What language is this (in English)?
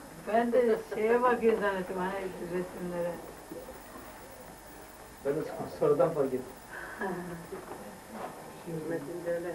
Turkish